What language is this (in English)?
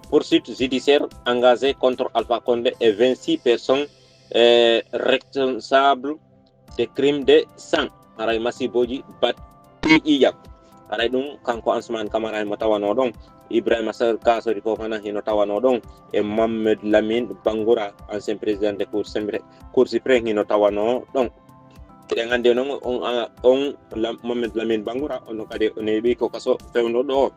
Fula